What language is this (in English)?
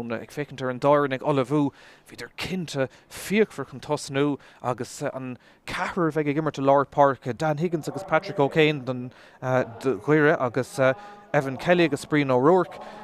Irish